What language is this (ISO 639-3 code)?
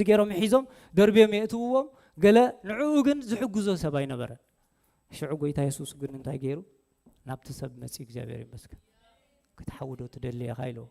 tir